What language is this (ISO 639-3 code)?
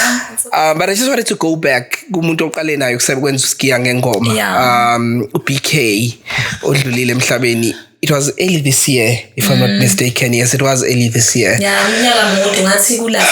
zul